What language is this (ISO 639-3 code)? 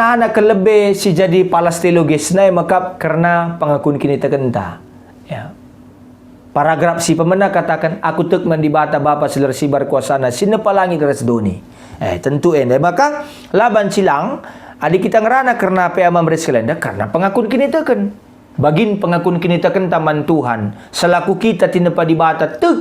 btx